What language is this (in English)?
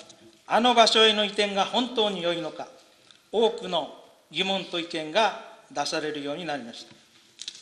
Japanese